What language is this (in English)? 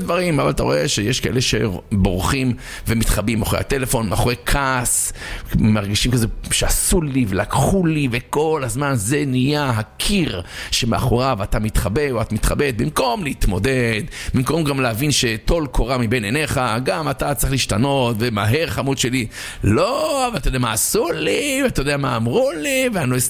Hebrew